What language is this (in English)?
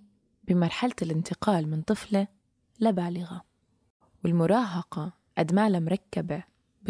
North Levantine Arabic